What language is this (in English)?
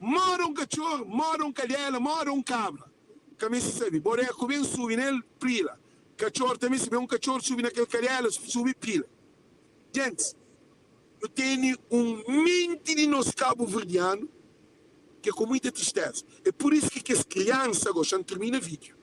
Kabuverdianu